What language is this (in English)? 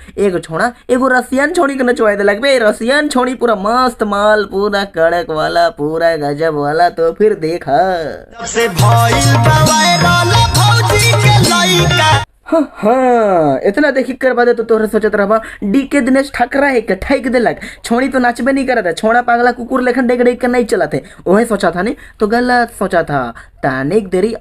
Sadri